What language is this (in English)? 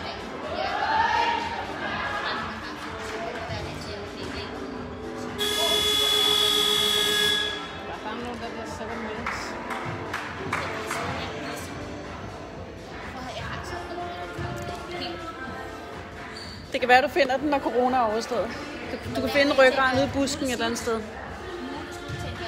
Danish